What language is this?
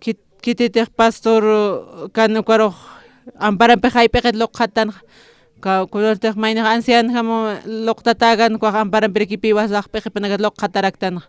Aymara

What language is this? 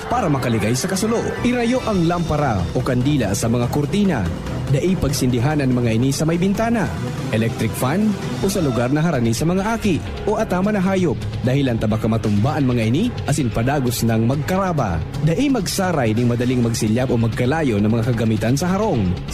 Bikol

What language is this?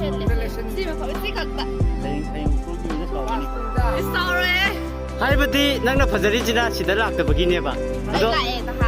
Manipuri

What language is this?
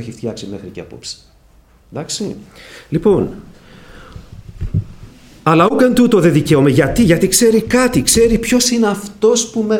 Greek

